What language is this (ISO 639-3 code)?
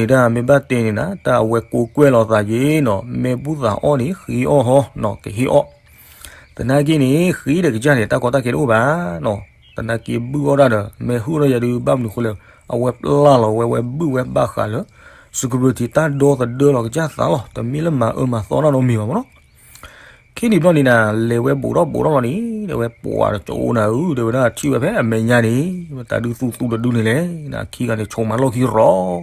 ksw